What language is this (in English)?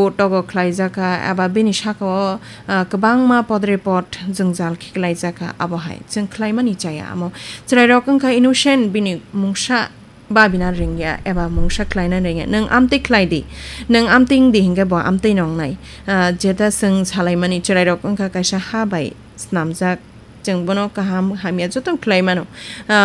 Kok Borok